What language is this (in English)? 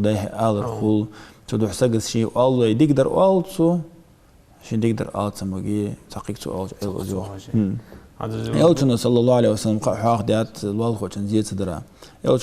Ingush